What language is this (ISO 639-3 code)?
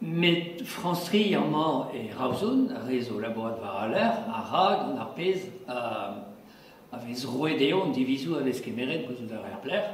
bre